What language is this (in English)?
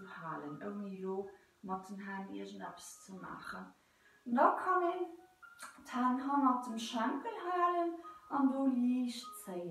Luxembourgish